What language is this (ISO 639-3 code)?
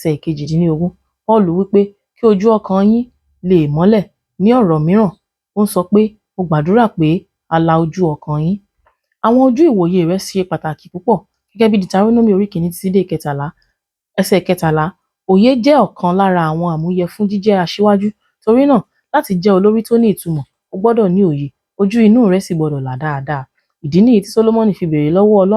yor